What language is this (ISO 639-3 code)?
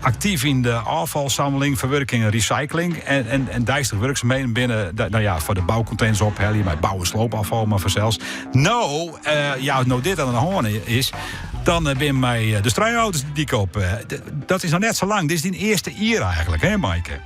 fry